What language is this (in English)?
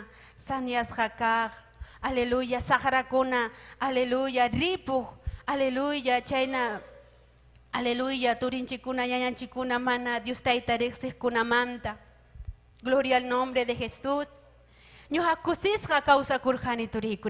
Ayacucho Quechua